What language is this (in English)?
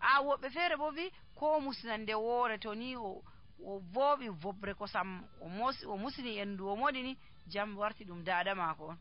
Nigerian Fulfulde